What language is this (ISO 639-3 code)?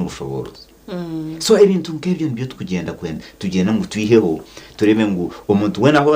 nyn